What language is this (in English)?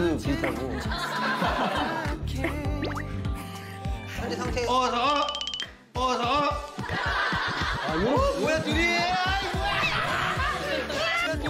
Korean